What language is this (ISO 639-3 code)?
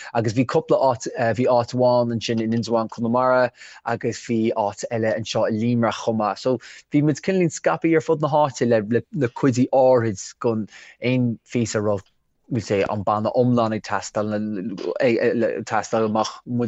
gle